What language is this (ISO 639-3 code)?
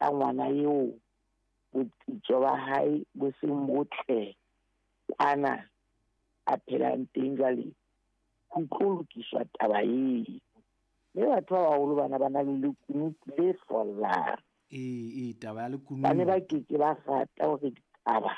sot